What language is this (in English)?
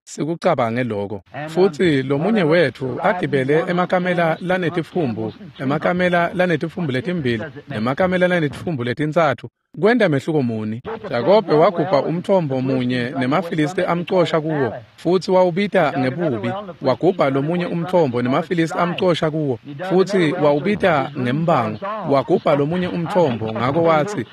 Swati